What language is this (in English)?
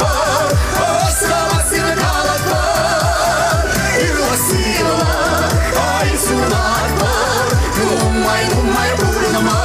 Chuvash